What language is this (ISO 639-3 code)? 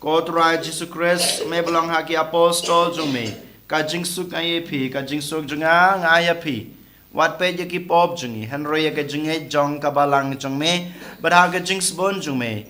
kha